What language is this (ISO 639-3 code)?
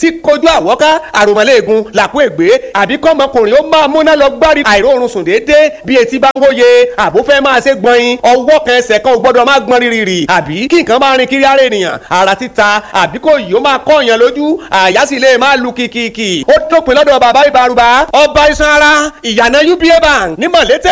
yor